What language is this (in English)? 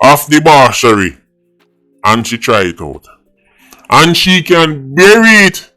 Jamaican Creole English